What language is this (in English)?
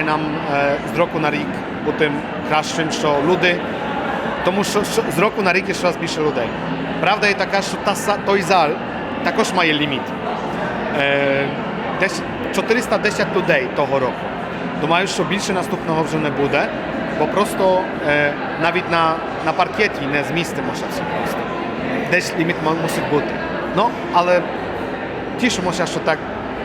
Rusyn